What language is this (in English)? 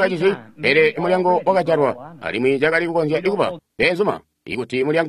Tonga (Zambia)